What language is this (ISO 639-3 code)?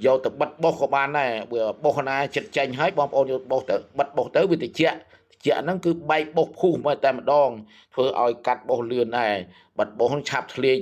khm